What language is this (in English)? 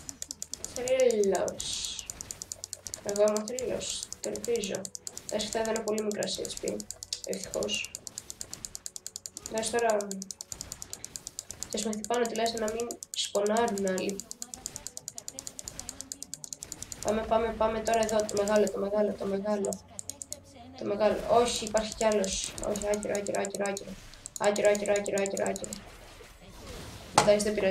Greek